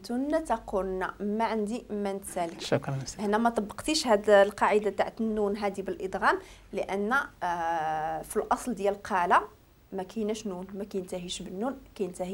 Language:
Moroccan Arabic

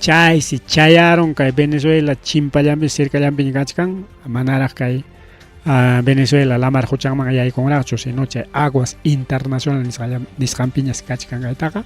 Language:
Ayacucho Quechua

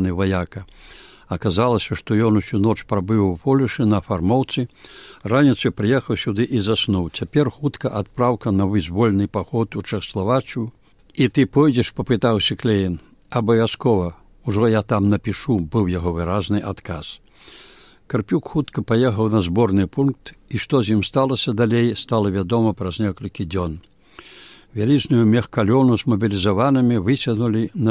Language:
Belarusian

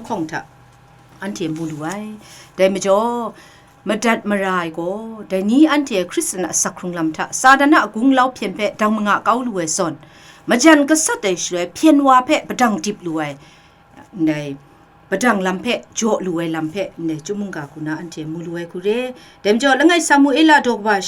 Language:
Kachin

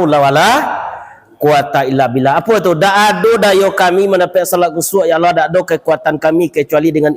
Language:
Minangkabau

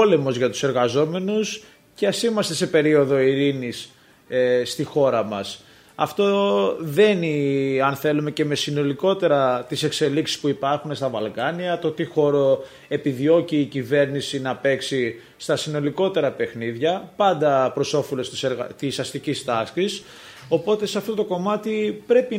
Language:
Greek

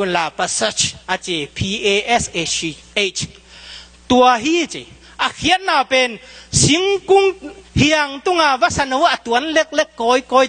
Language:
Tedim Chin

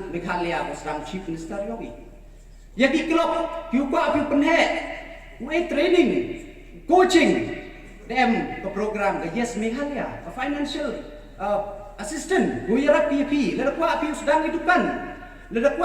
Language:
Pnar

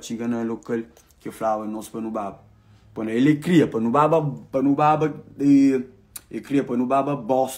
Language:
Kabuverdianu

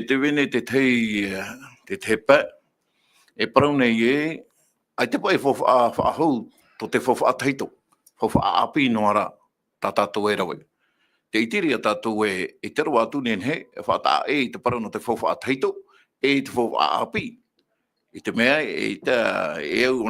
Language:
Tahitian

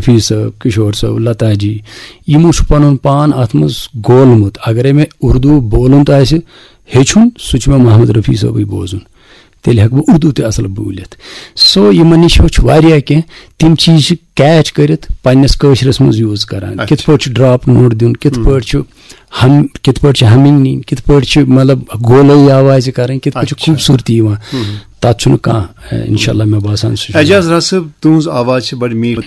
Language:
Kashmiri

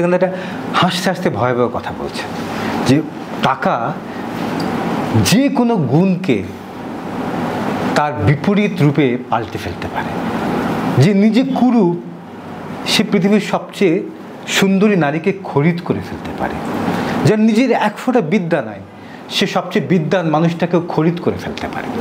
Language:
Bangla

